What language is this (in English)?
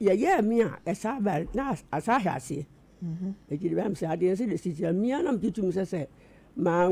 Akan